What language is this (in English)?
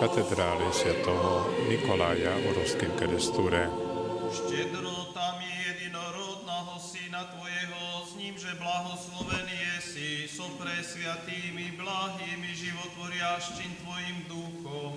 Rusyn